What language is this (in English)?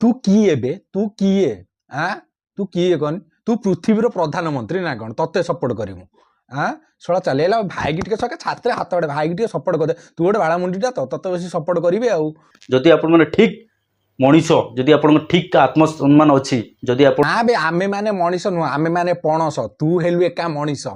Odia